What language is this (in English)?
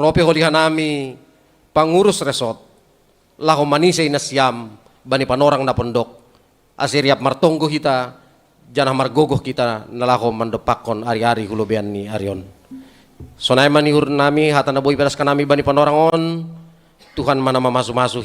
Batak Simalungun